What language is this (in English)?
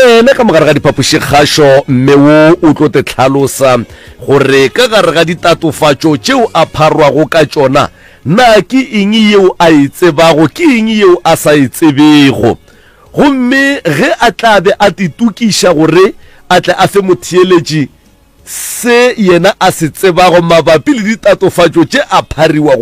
Northern Sotho